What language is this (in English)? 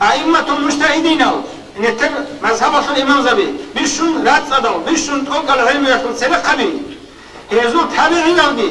Avaric